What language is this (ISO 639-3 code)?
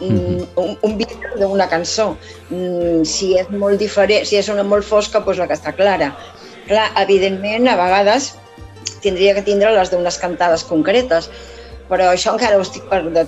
cat